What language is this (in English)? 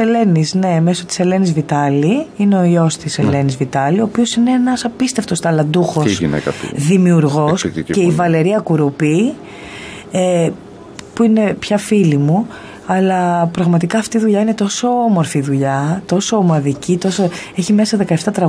Greek